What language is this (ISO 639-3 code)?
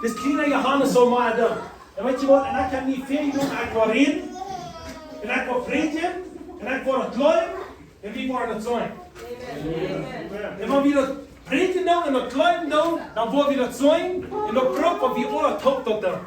pdt